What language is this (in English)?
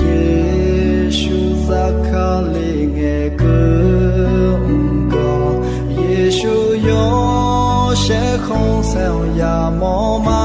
Akha